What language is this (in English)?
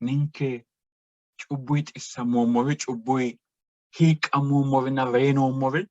Sidamo